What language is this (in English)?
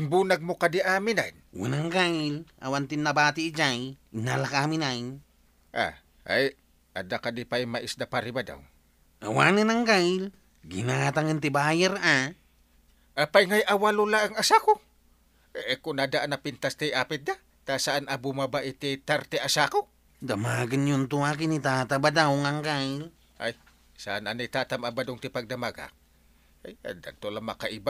Iloko